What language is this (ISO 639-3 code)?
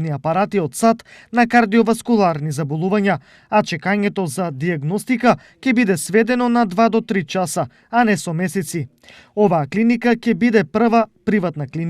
mkd